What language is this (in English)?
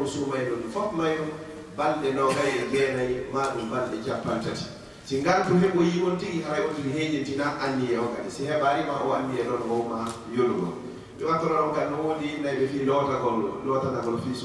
Fula